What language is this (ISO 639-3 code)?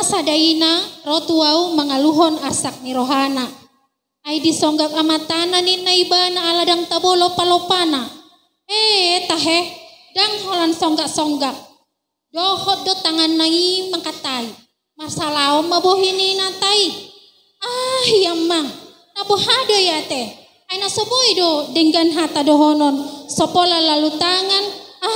bbc